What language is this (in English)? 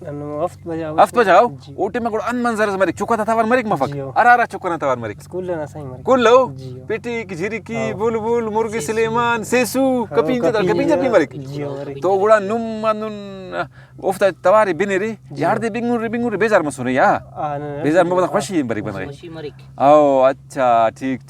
Brahui